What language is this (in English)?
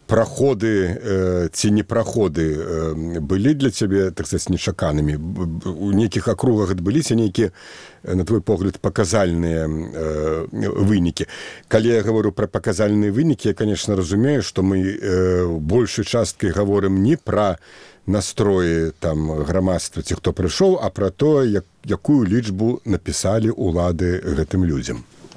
Belarusian